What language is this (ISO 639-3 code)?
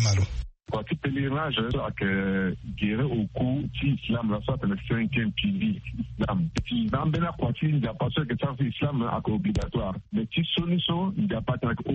sag